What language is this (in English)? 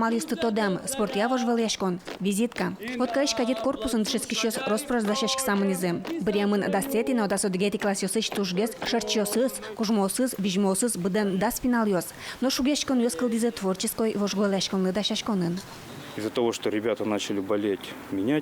Udmurt